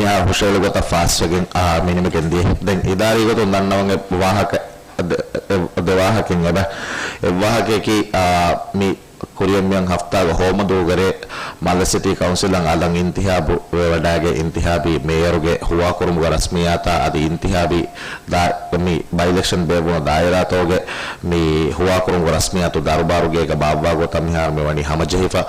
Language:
Divehi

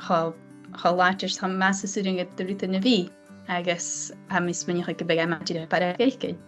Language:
Scottish Gaelic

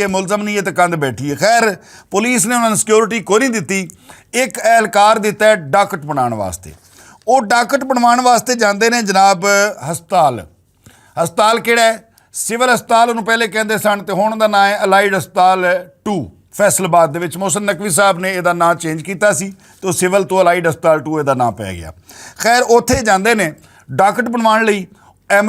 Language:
Western Panjabi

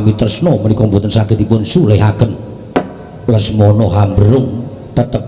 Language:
Javanese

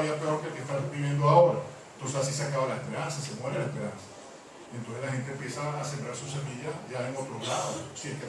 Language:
Spanish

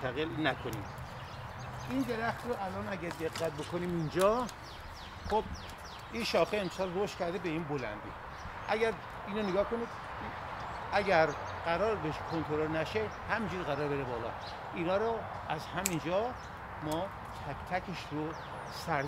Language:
Persian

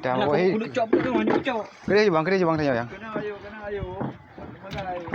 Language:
Achinese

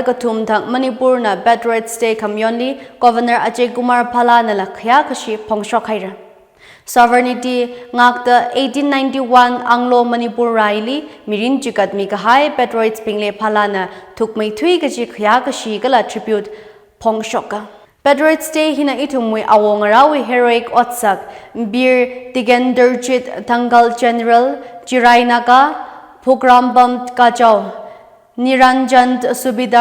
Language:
Tangkhul Naga (India)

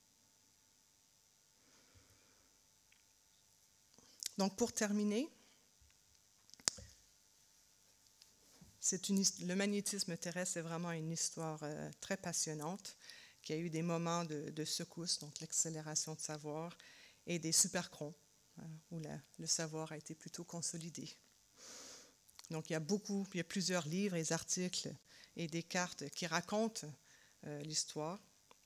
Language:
French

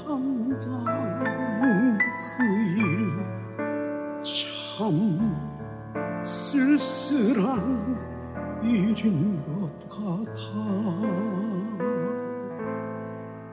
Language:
Korean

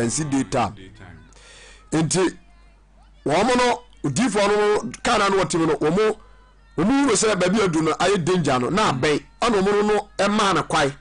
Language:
Akan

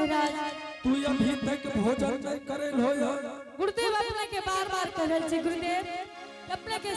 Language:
Angika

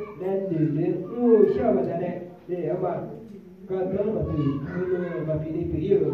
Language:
Akha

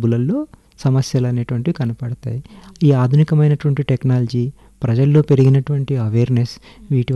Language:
Telugu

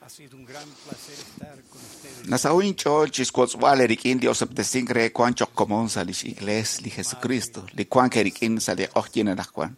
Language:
Kekchí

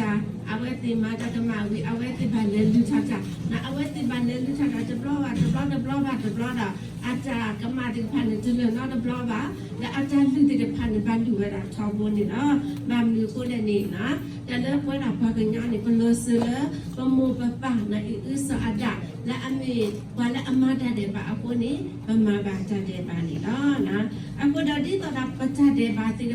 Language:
S'gaw Karen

